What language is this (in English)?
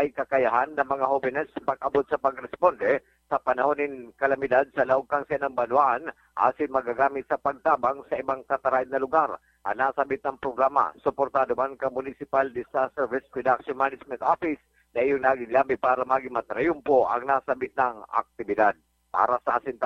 Bikol